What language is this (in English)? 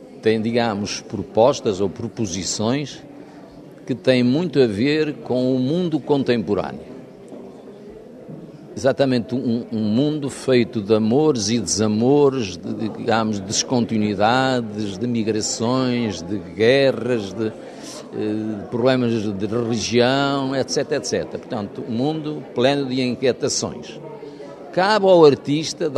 Portuguese